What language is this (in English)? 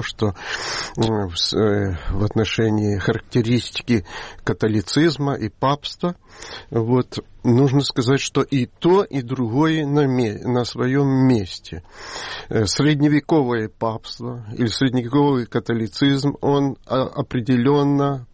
Russian